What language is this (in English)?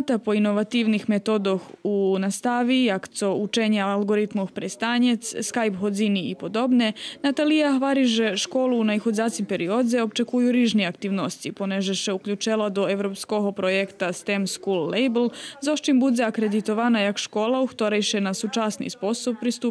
Rusyn